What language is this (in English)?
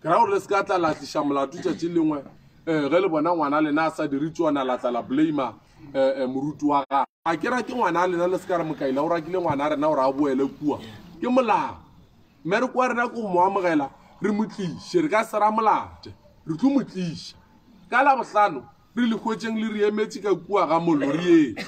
Northern Sotho